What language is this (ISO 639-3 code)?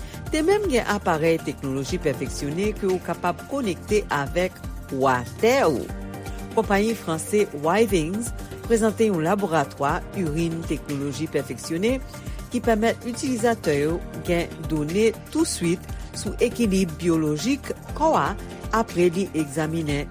hat